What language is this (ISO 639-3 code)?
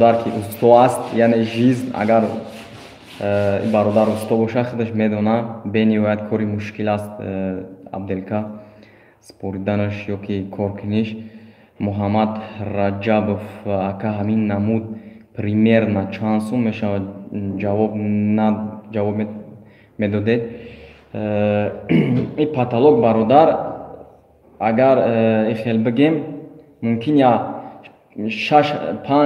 tgk